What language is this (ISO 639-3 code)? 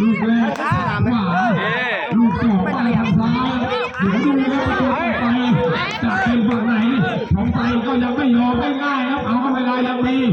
lao